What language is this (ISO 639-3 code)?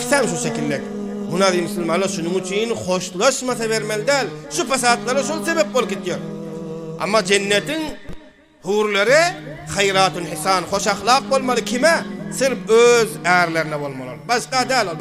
tuk